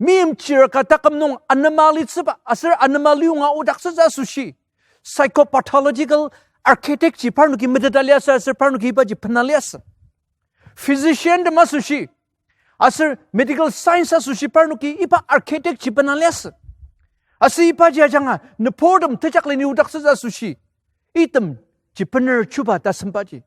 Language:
Ao Naga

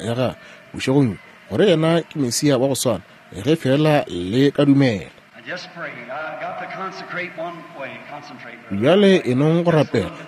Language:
Northern Sotho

